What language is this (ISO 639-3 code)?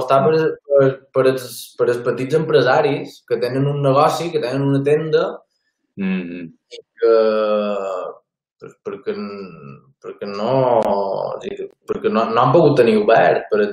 cat